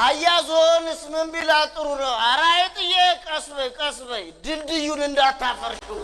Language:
Amharic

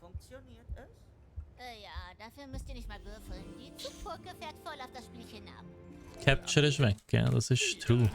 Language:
Swiss German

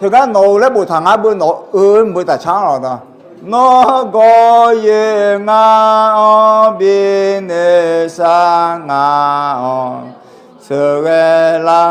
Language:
Akha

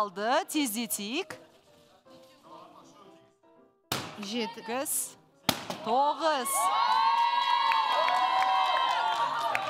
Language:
Kazakh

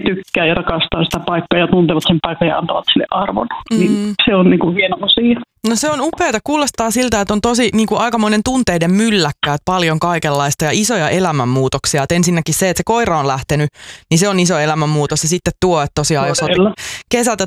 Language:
Finnish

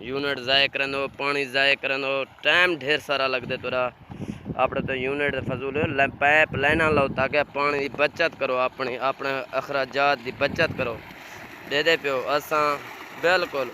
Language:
Saraiki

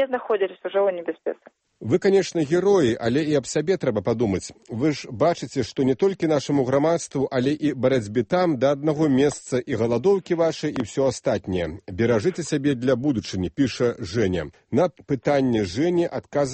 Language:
Belarusian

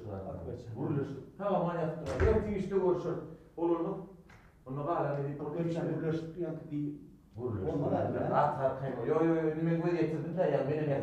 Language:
Turkmen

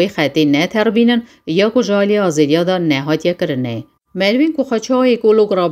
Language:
Kurdish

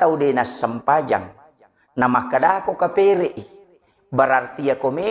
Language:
Buginese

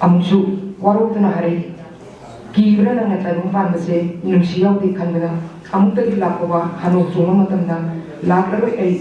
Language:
Manipuri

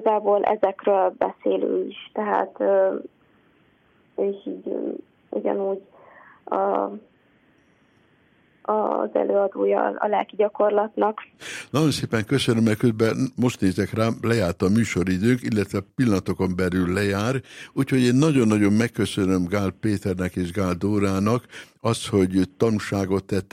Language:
Hungarian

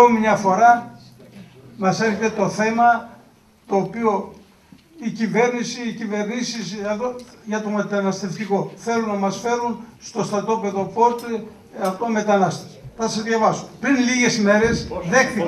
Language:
Greek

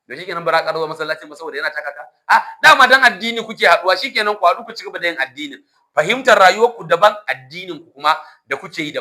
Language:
Hausa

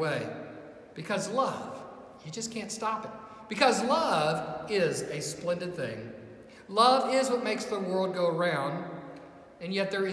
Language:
English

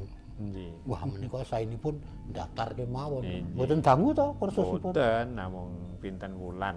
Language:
Javanese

